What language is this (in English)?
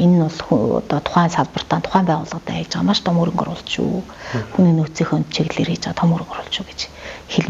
Mongolian